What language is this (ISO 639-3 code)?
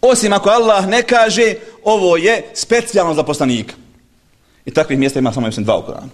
bos